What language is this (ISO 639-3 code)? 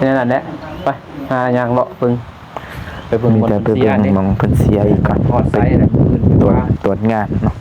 lao